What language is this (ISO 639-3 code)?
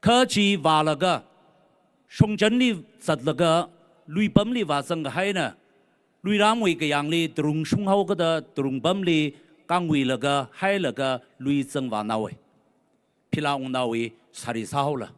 nmf